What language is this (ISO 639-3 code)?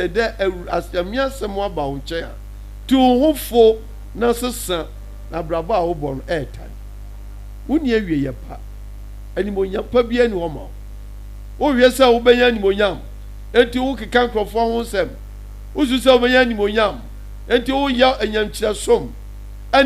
aka